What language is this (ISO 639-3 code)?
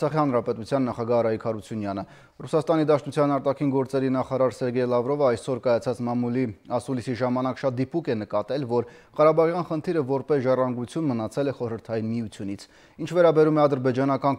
hye